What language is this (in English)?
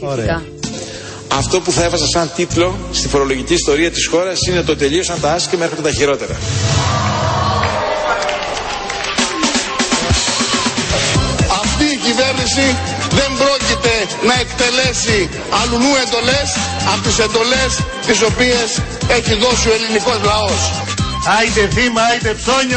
Greek